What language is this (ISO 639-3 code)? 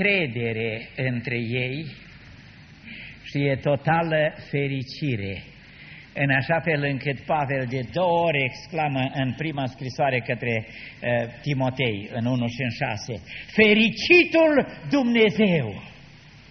ron